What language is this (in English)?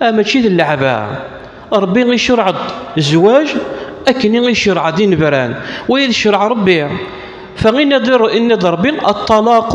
Kabyle